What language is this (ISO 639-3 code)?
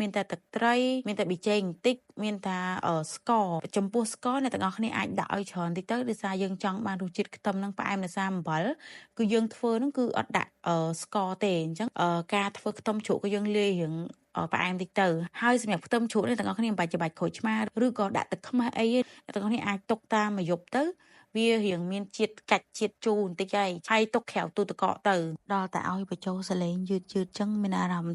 khm